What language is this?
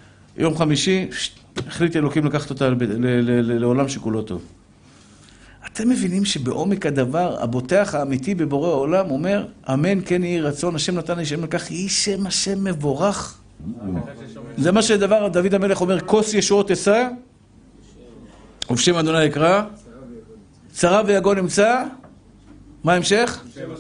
Hebrew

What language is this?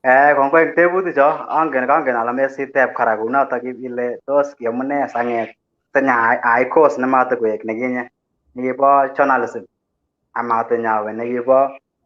Kalenjin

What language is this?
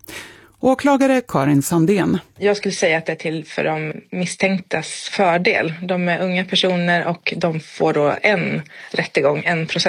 Swedish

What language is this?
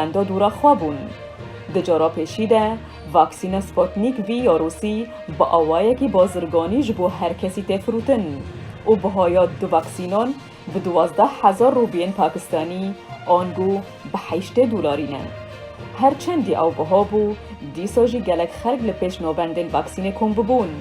Kurdish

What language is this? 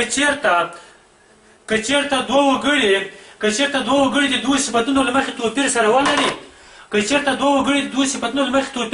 Pashto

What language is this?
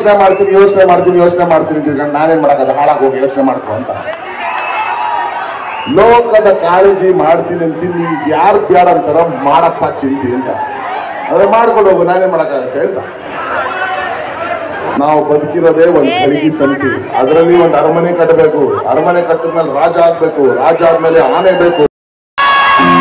Kannada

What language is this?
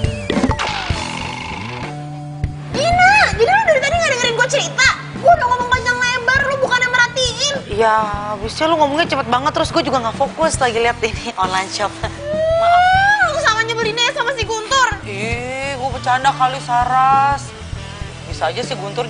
Indonesian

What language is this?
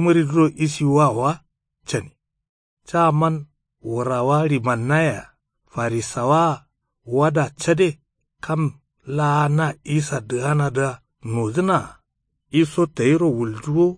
Kanuri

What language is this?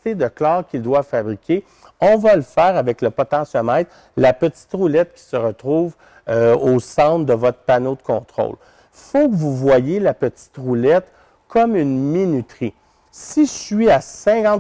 French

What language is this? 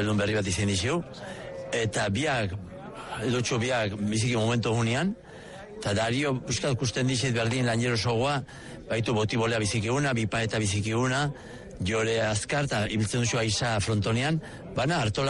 Basque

